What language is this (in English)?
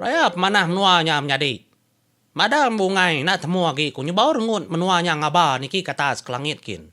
Iban